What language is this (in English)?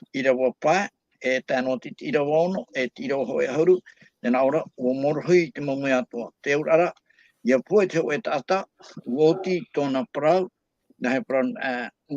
Tahitian